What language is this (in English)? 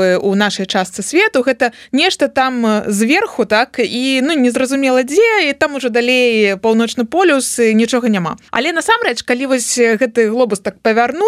Belarusian